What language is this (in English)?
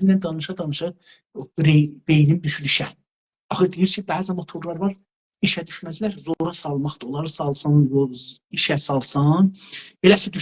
South Azerbaijani